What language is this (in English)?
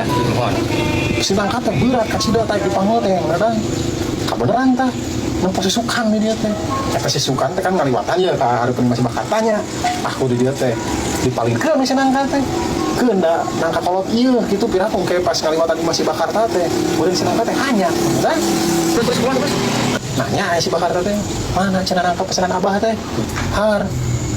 Sundanese